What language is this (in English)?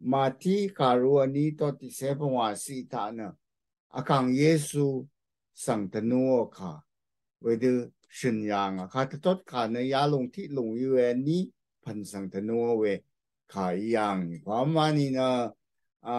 Rawang